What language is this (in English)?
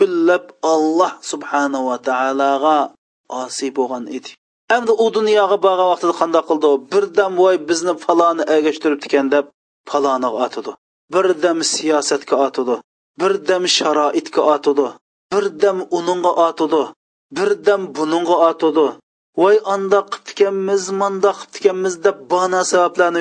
Uyghur